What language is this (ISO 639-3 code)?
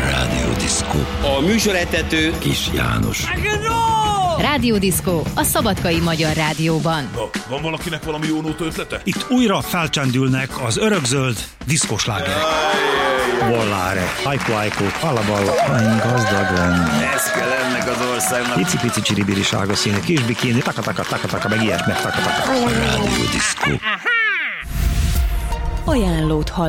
hun